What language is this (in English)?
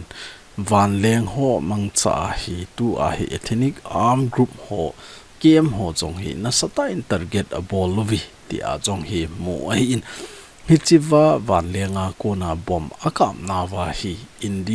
Thado Chin